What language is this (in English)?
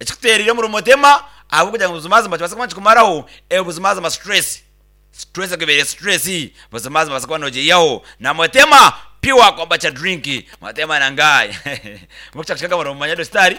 Nyankole